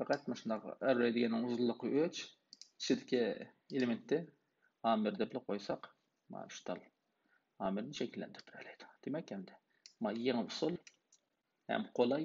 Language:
Uyghur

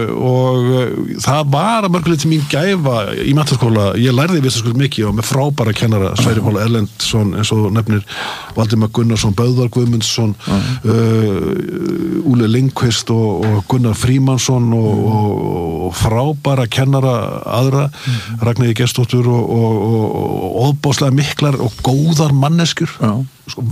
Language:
Icelandic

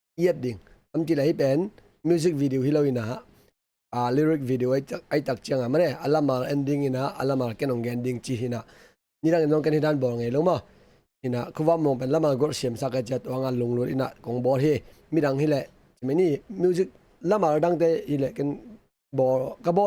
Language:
Tedim Chin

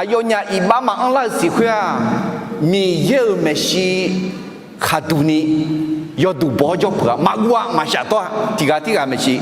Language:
Akha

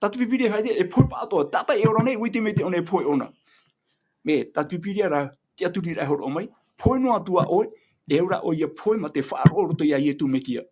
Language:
Tahitian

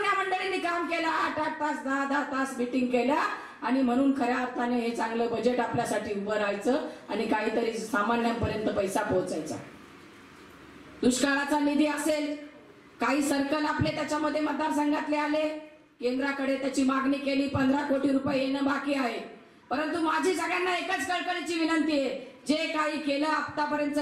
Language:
Marathi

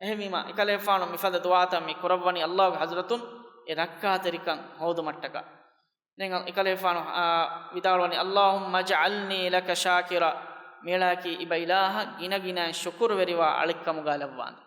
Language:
Divehi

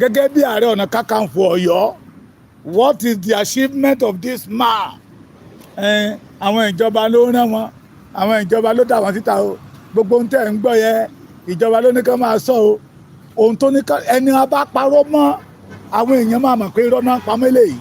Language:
Yoruba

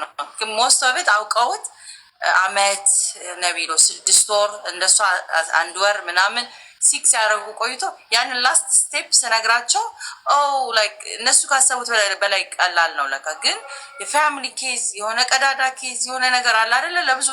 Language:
Amharic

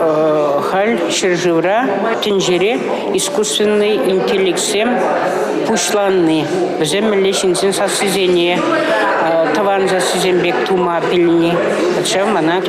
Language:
Chuvash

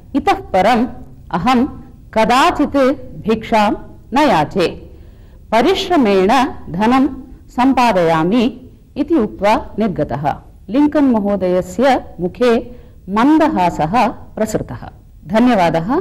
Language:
Sanskrit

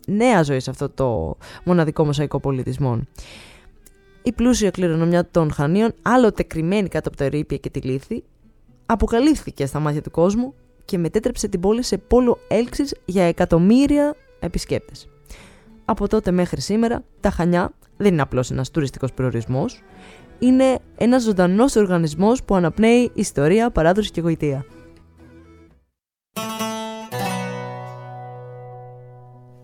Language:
Greek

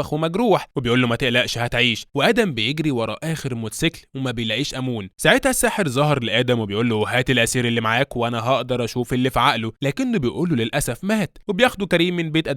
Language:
Egyptian Arabic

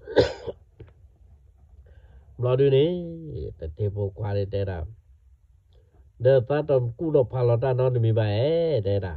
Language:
S'gaw Karen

